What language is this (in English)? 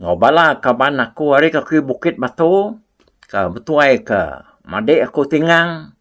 Iban